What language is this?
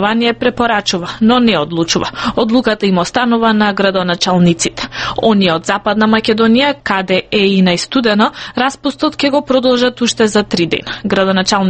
Macedonian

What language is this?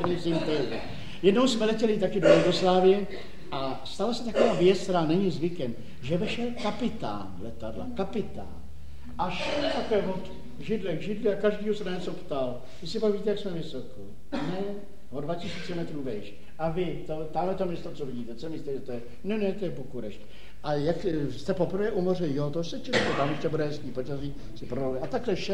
Czech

